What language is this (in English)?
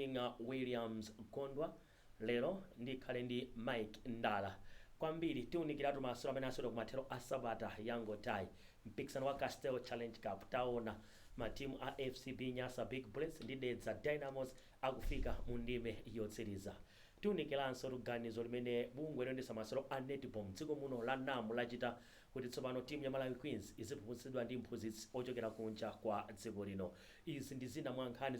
Nyanja